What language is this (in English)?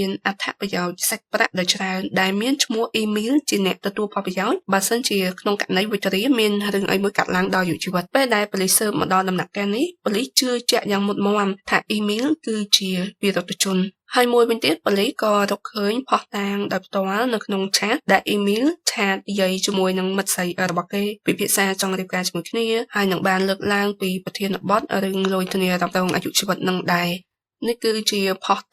Khmer